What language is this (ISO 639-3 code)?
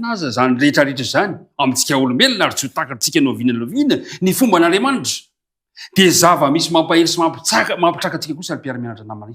mlg